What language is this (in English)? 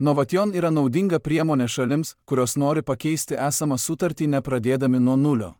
Lithuanian